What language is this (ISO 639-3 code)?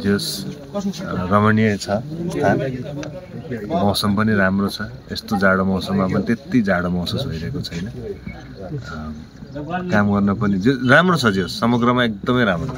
nep